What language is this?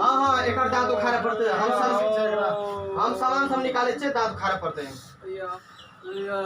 Maithili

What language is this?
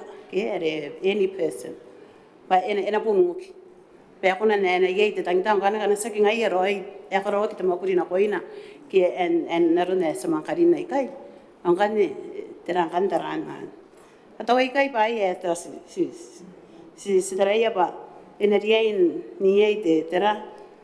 Gilbertese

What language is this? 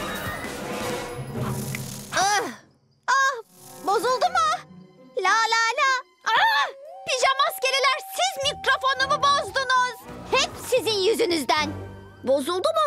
Turkish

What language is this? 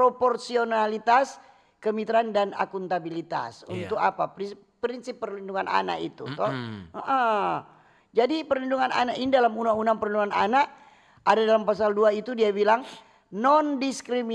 Manado Malay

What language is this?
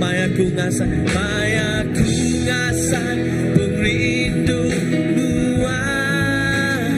Iban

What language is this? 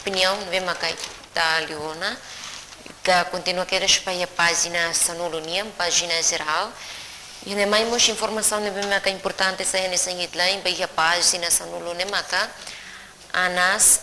Tetum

